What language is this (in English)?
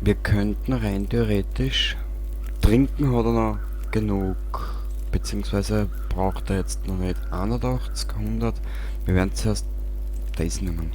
Bavarian